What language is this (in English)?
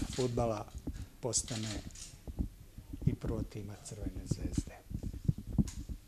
Serbian